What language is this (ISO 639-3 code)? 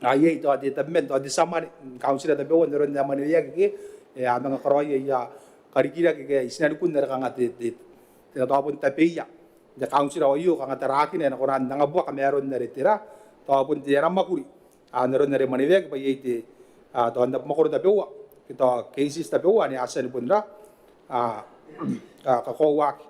gil